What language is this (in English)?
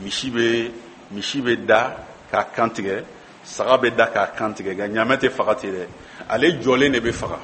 Bambara